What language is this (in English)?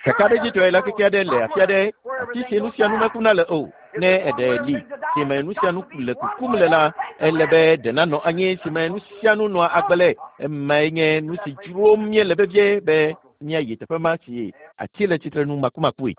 Ewe